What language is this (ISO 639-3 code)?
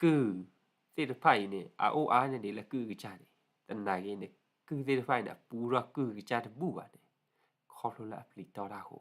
ksw